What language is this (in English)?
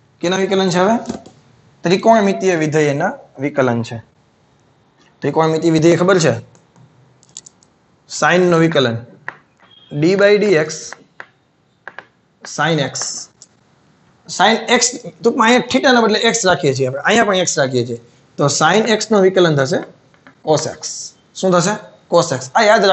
Gujarati